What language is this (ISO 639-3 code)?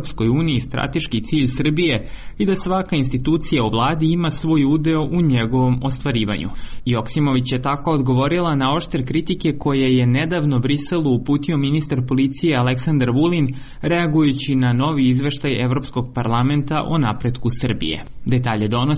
srp